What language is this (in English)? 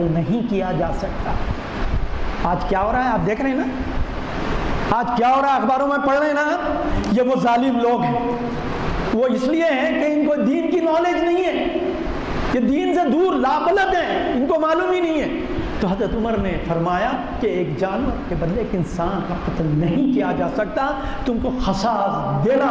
Urdu